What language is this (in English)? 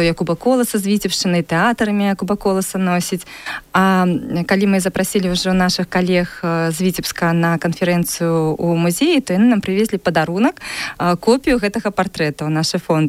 Belarusian